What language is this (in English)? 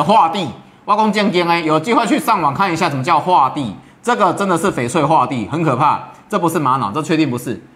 Chinese